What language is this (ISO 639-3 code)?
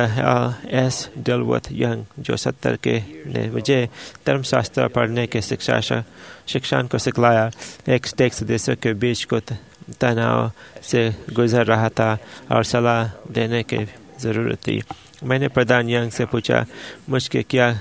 hin